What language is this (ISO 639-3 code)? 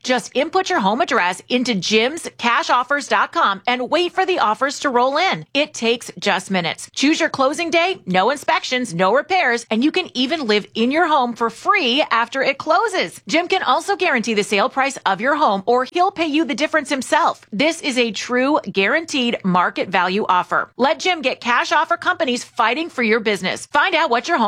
eng